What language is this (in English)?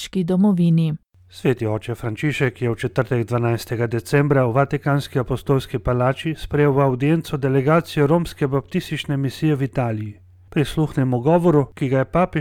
Slovenian